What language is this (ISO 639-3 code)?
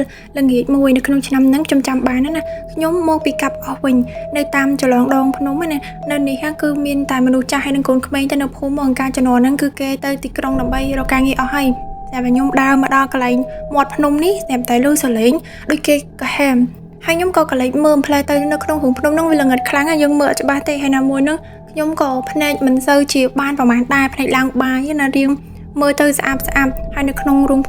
khm